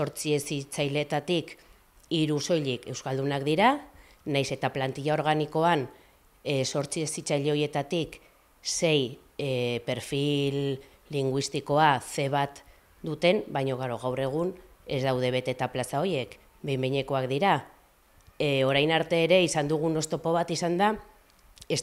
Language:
Basque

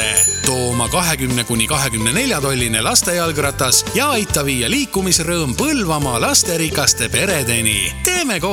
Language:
Estonian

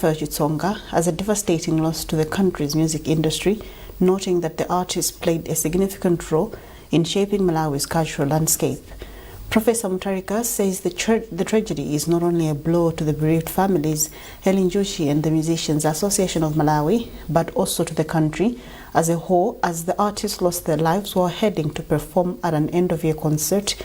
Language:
English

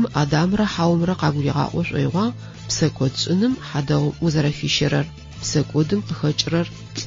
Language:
Adyghe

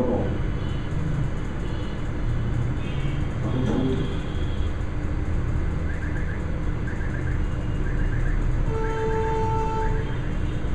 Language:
Telugu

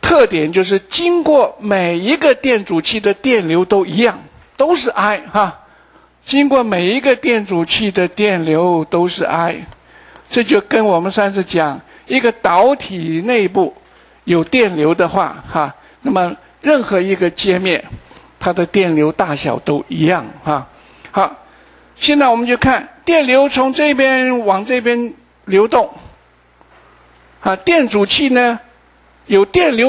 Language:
Chinese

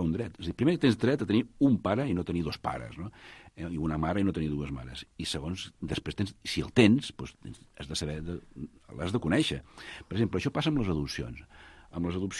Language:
Catalan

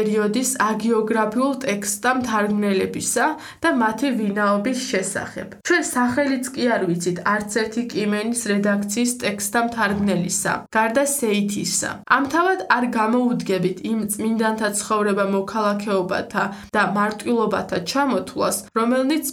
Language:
Georgian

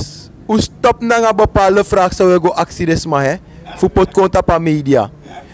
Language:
Sranan Tongo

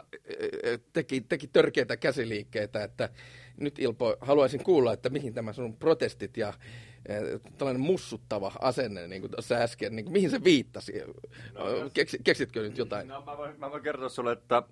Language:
Finnish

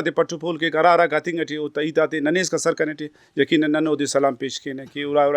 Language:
Brahui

